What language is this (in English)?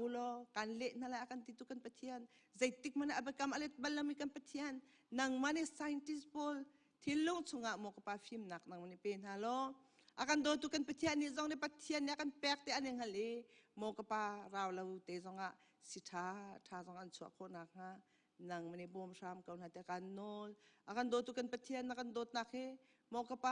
Hakha Chin